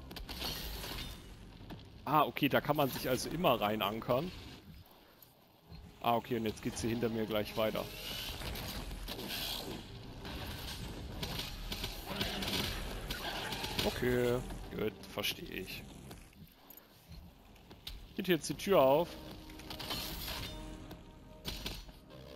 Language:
German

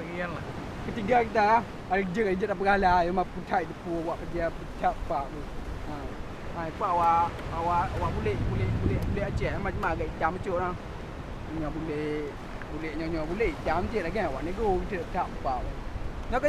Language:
Achinese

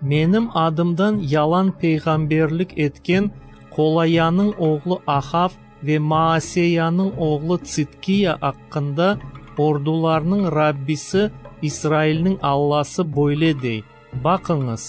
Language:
Crimean Tatar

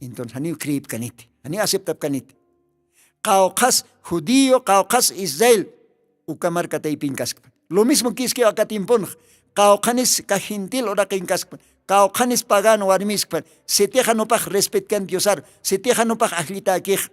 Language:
Aymara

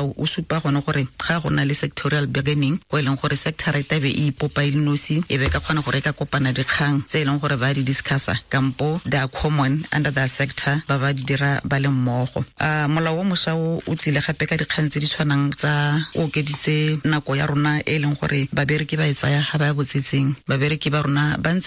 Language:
Tswana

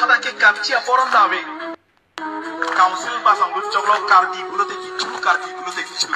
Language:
Karbi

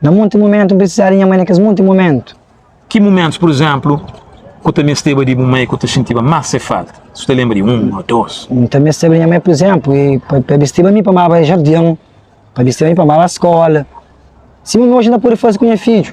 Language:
Kabuverdianu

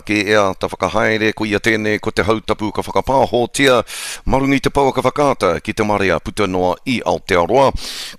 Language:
Māori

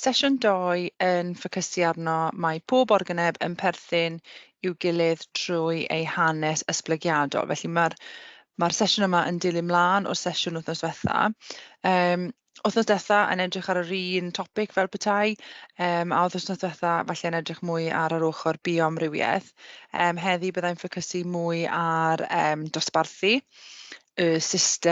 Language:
Welsh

